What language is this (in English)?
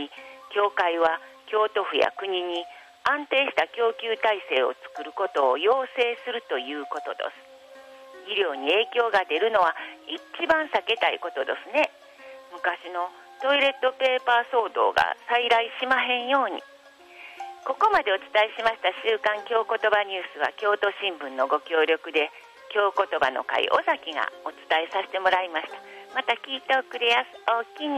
Japanese